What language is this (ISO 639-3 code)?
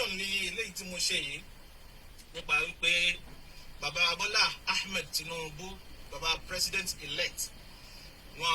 yor